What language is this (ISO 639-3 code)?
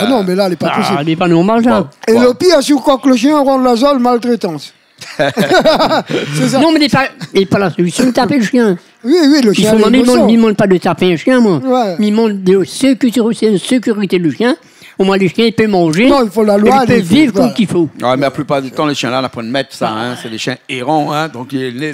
rcf